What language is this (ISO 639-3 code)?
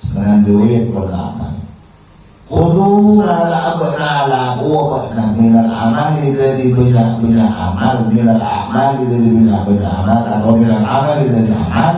mad